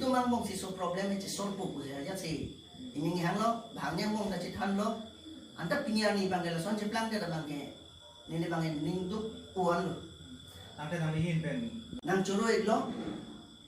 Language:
Karbi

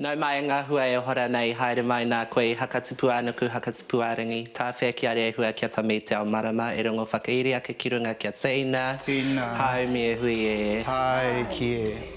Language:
Māori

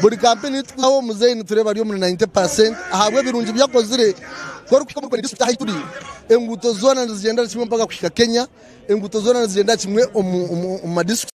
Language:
Nyankole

